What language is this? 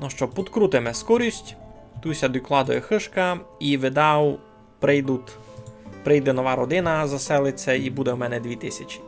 Rusyn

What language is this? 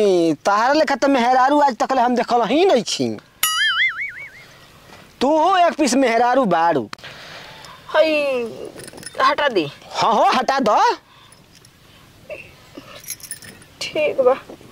Bhojpuri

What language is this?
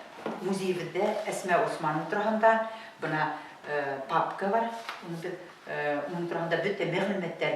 Bashkir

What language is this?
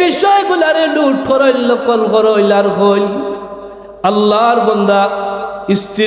Sylheti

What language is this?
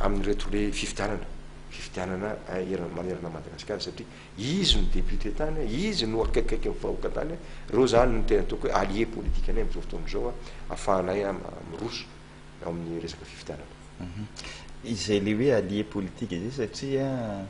Malagasy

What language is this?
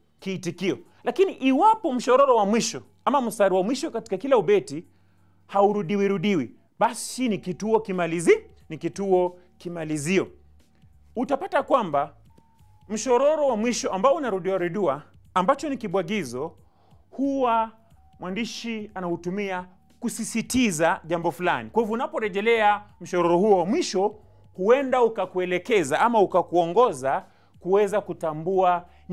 Swahili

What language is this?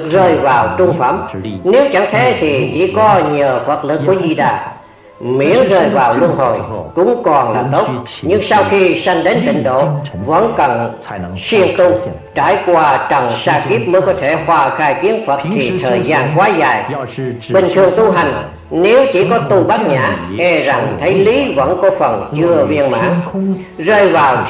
Vietnamese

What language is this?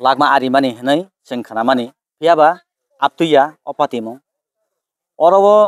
Kok Borok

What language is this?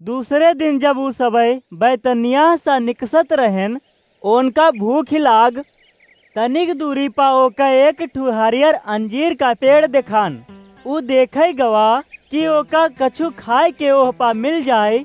Awadhi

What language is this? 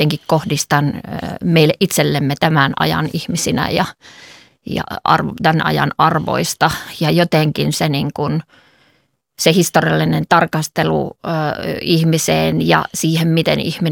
Finnish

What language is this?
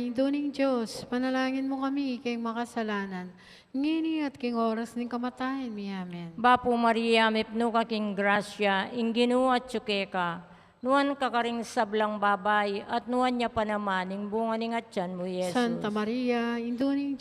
Pampanga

